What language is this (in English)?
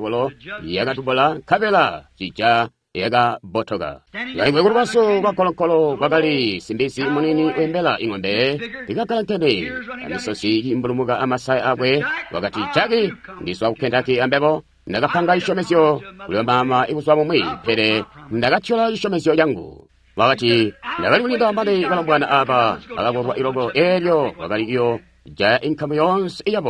Tonga (Zambia)